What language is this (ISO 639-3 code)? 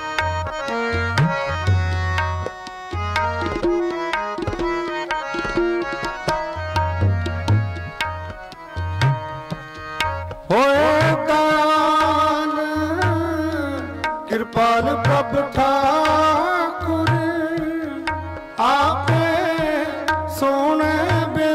pan